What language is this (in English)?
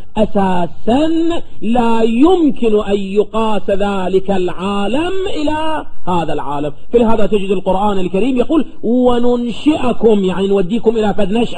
Arabic